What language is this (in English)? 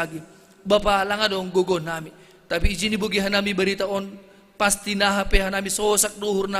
Batak Simalungun